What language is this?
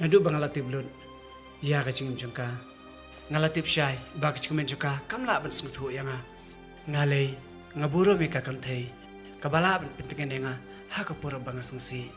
Khasi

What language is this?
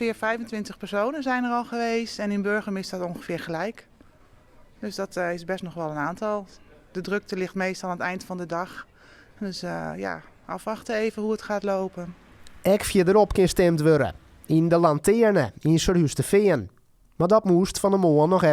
Western Frisian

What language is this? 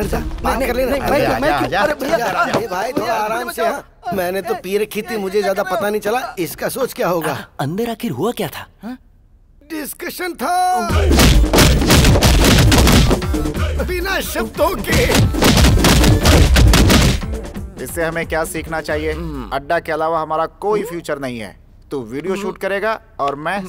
Hindi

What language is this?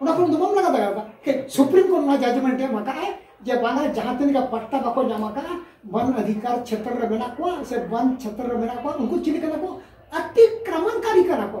Santali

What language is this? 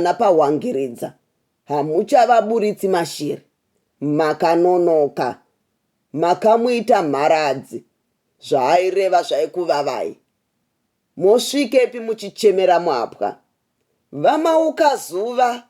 Shona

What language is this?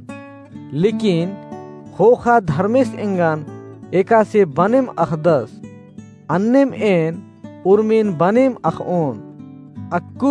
Kurukh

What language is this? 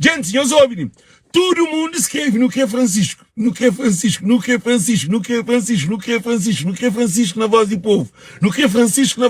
Kabuverdianu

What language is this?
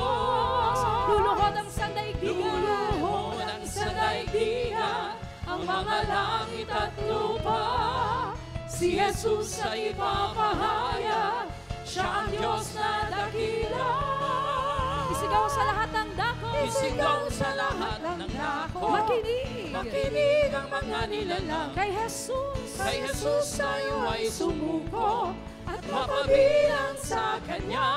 Filipino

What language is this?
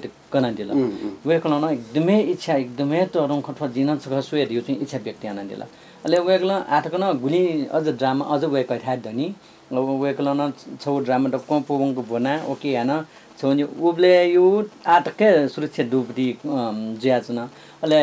Newari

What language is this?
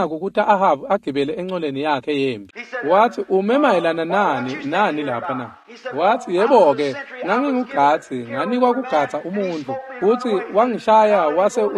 Swati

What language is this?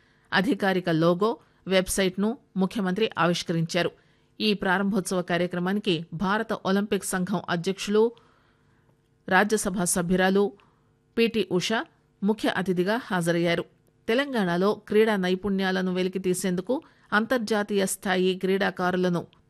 Telugu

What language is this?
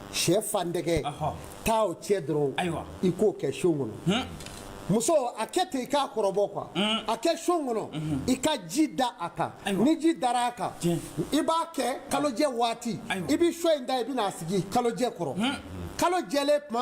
Bambara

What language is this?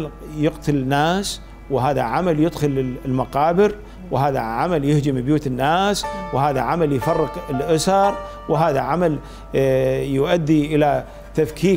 Mesopotamian Arabic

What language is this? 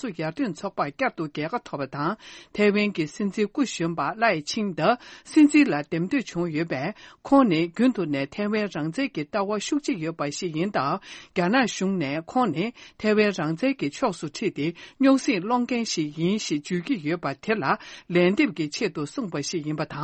Tibetan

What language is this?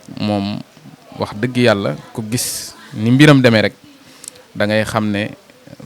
Wolof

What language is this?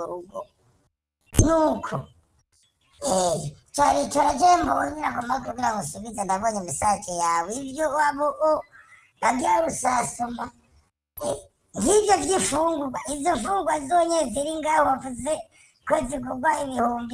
Kinyarwanda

